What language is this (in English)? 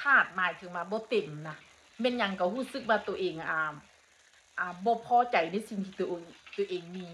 Northeastern Thai